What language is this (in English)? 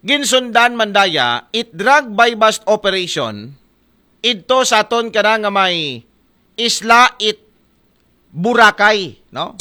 Aklanon